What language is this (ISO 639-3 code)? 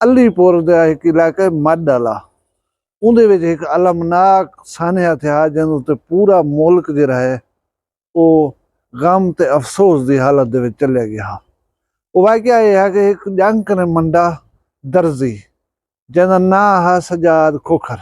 skr